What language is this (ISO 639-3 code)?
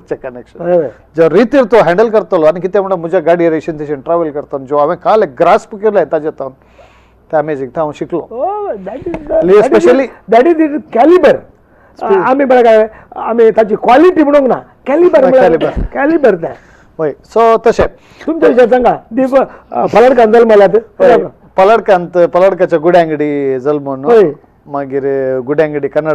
kok